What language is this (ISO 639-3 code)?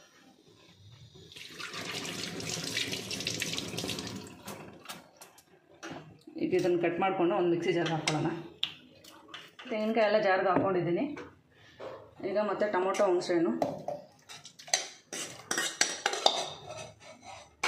kan